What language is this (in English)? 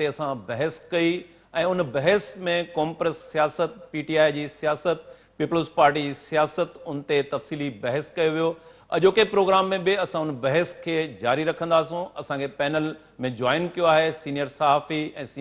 Sindhi